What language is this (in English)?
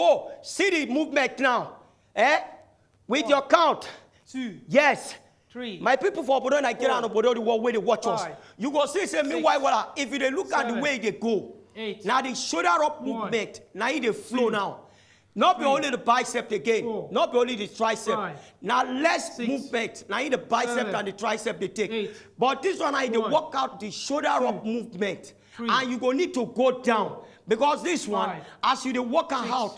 Nigerian Pidgin